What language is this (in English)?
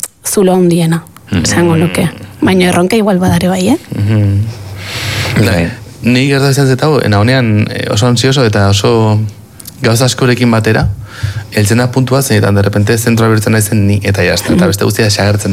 Basque